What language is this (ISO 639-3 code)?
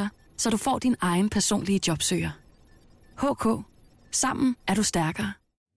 dan